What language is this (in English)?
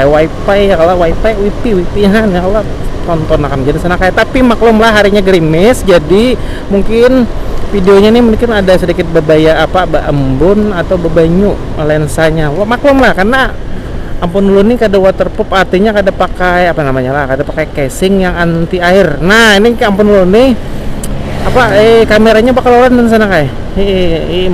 Banjar